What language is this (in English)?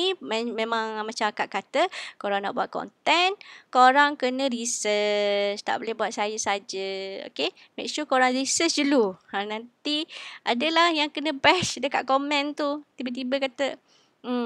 Malay